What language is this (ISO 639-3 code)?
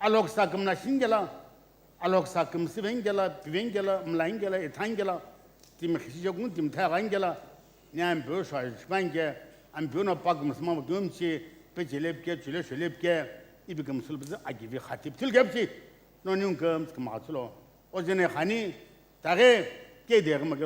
nsm